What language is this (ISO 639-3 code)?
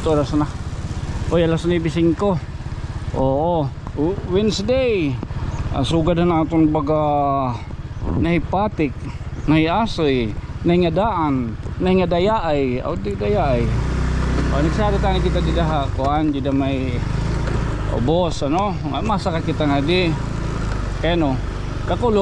war